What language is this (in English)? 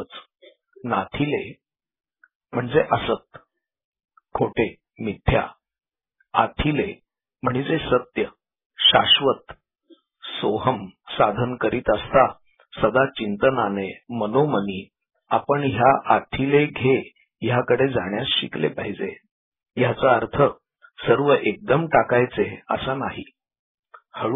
Marathi